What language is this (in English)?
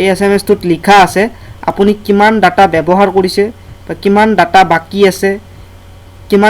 Assamese